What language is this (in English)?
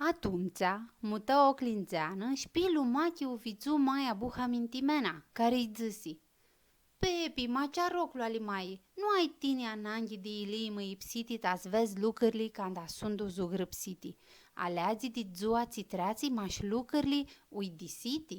Aromanian